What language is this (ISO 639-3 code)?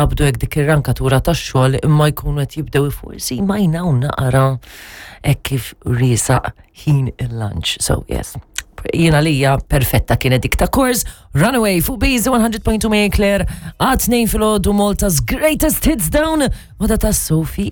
mlt